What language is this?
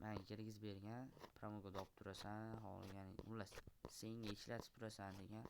Uzbek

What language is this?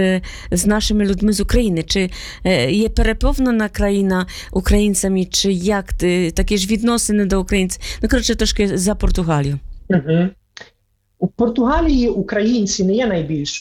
Ukrainian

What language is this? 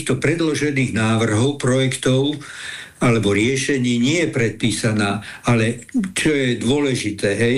Slovak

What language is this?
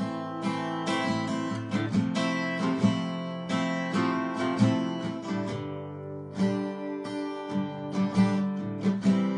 Eastern Kayah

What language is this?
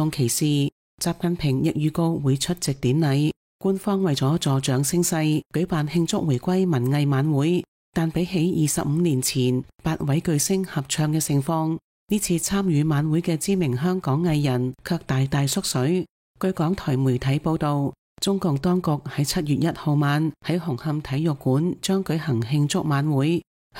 Cantonese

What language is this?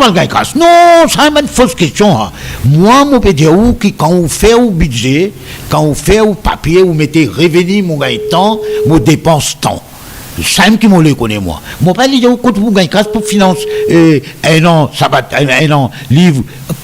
Morisyen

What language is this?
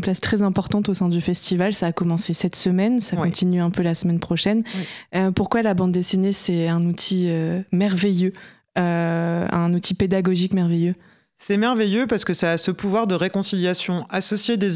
French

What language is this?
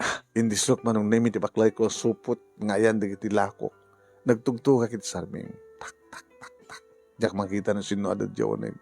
Iloko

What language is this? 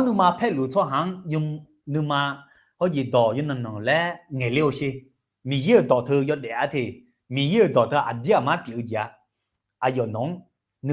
Akha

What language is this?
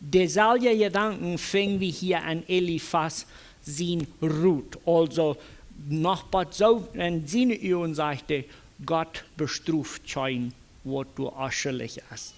Plautdietsch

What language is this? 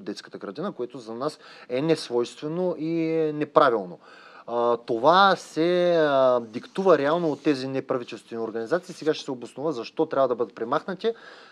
Bulgarian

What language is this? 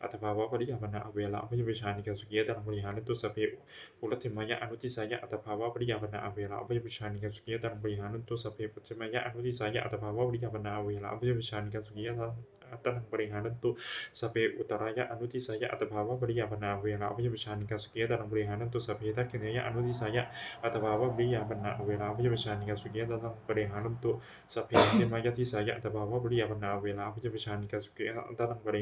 Pali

